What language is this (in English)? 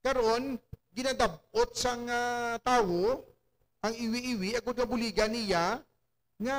Hiligaynon